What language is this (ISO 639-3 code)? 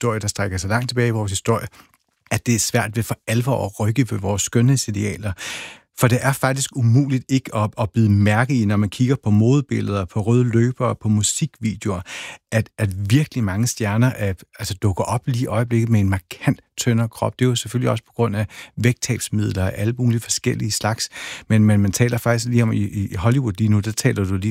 dan